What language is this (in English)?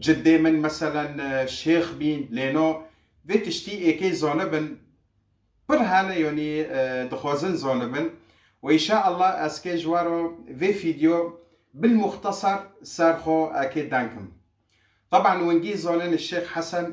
Kurdish